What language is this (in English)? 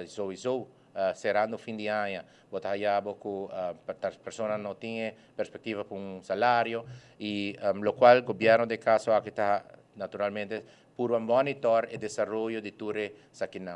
Papiamento